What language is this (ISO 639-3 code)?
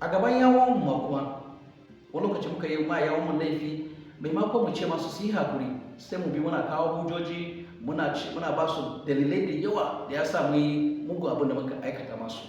hau